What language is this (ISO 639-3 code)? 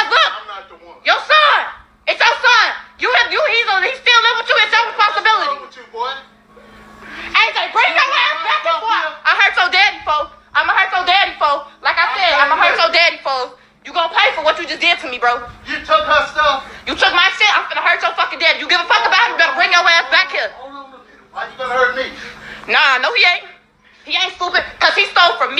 eng